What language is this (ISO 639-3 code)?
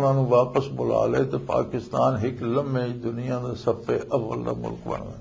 lah